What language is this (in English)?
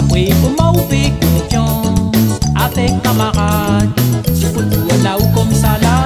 Réunion Creole French